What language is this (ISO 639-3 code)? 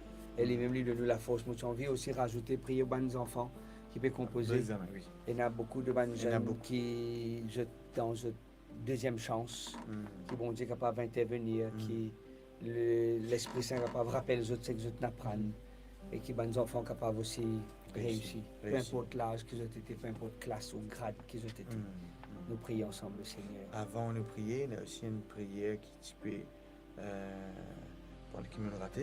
mfe